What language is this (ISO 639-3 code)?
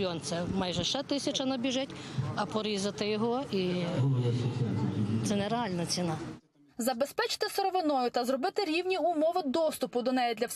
ukr